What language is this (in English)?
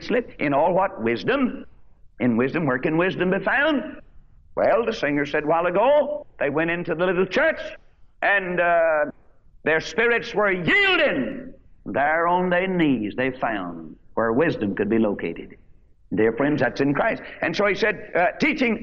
English